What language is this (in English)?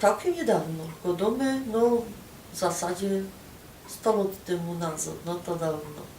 Silesian